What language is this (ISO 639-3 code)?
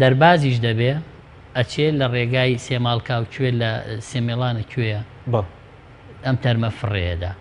ckb